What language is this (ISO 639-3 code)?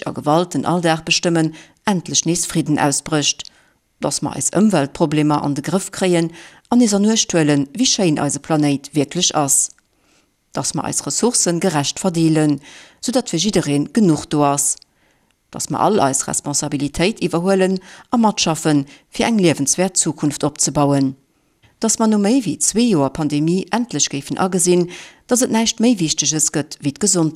ltz